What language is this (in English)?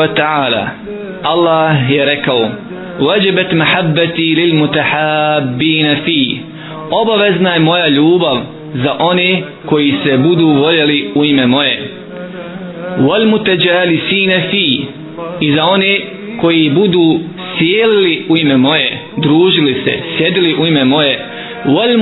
Bosnian